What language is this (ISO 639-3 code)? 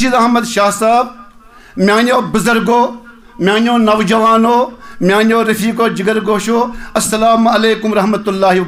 kas